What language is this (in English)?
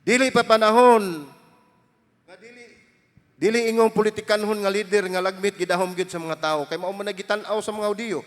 Cebuano